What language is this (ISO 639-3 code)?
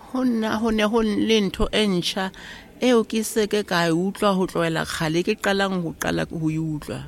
sot